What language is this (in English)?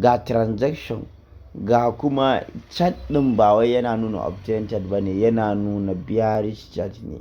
Hausa